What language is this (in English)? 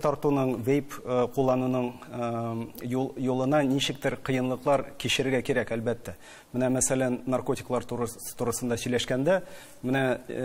Tatar